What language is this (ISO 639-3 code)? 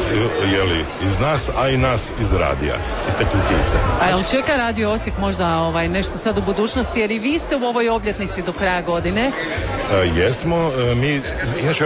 hrv